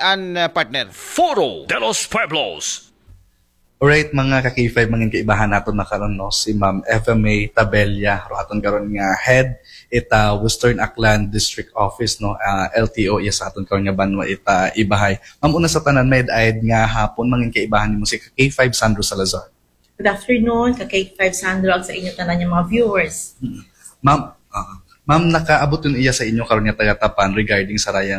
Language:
Aklanon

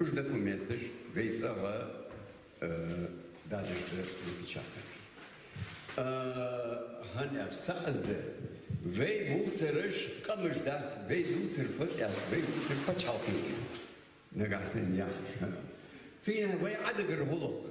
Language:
Ingush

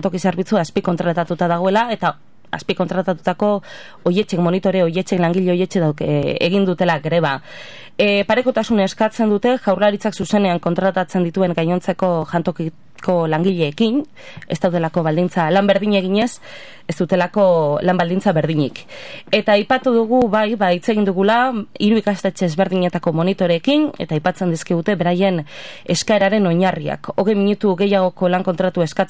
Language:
Basque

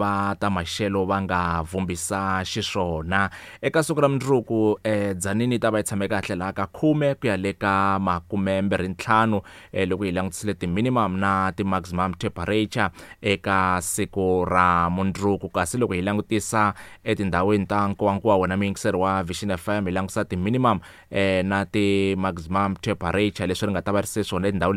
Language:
Tsonga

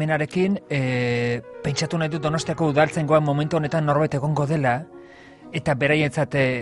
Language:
Basque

